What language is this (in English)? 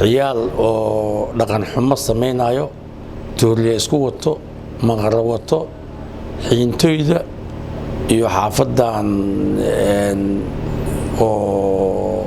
Somali